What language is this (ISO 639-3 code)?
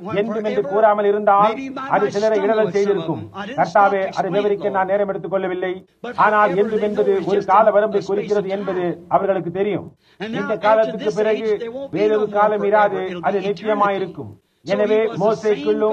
tam